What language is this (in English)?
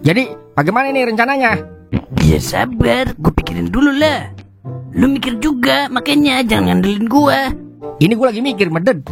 Betawi